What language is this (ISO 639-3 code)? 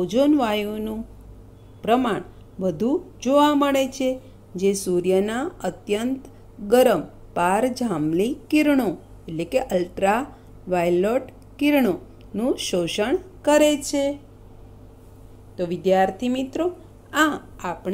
guj